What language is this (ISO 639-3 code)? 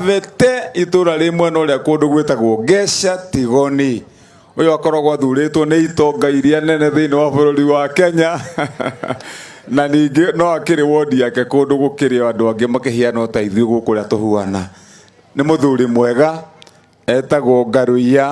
kik